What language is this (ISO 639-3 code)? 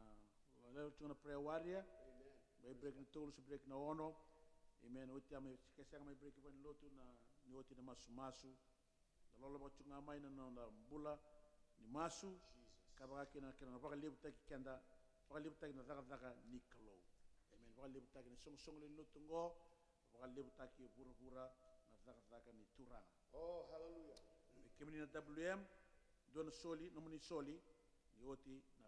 fij